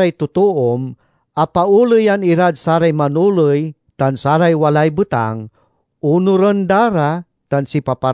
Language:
Pangasinan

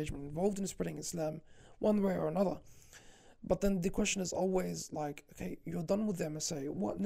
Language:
English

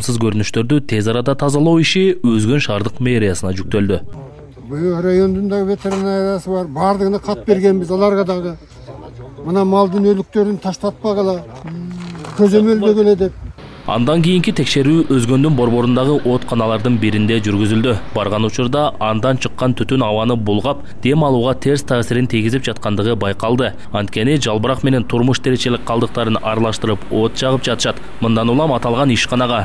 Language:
Kyrgyz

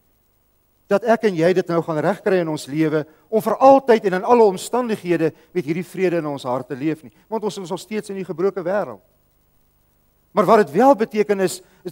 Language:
Afrikaans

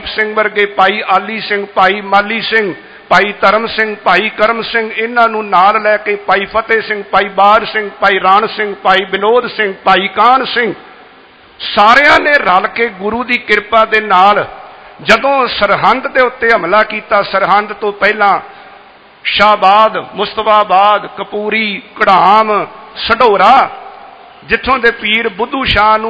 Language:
Punjabi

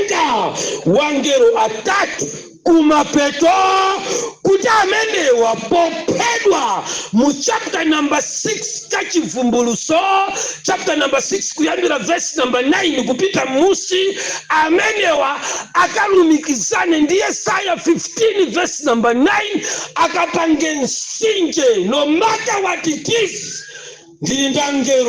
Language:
Nyanja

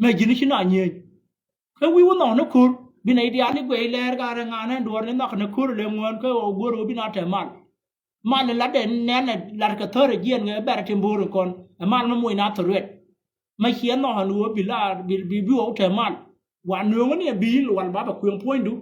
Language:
Nuer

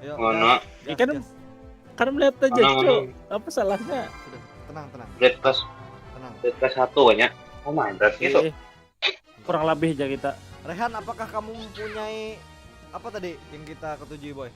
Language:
Banjar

